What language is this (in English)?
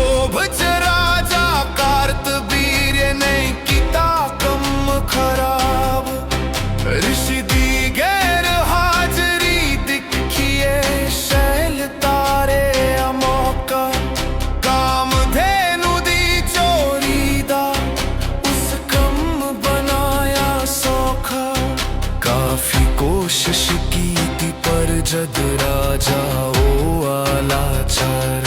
Dogri